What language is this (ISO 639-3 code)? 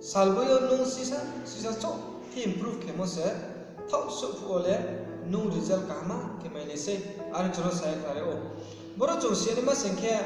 ria